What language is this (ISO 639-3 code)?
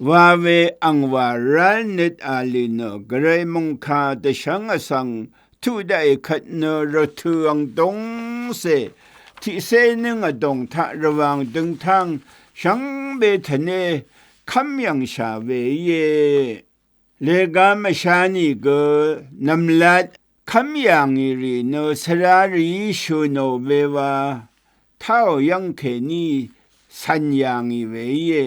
raw